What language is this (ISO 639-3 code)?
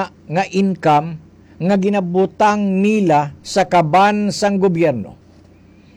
hil